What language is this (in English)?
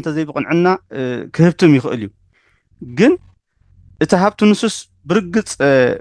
Tigrinya